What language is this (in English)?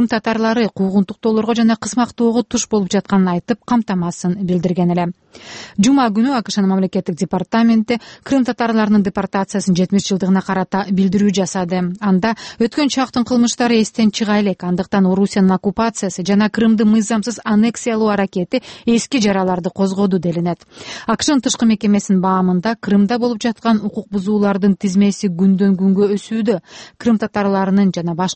Kyrgyz